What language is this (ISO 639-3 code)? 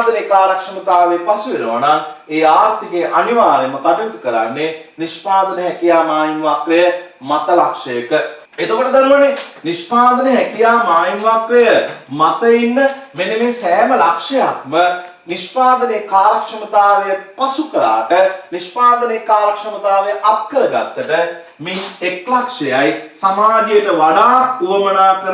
sin